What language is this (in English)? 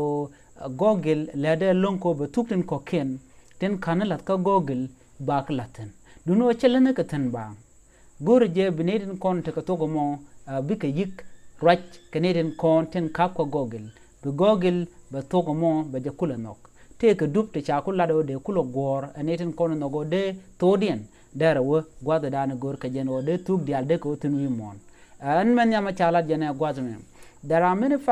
Nuer